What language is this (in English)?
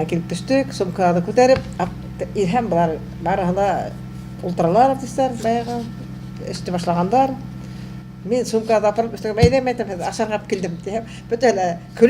Bashkir